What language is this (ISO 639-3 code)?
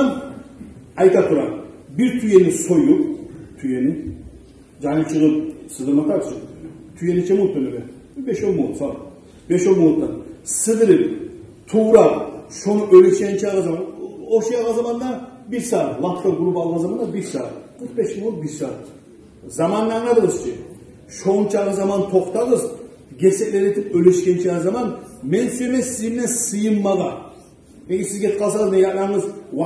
kum